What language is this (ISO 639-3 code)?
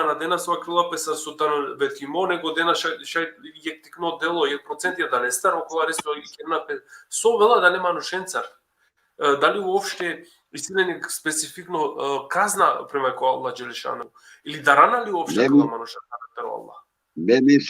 rmn